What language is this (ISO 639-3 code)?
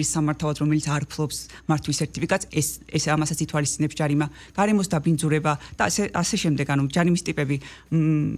kat